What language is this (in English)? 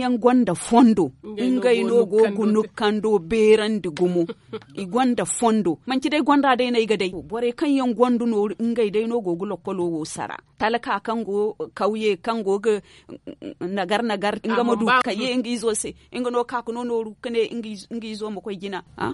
Zarma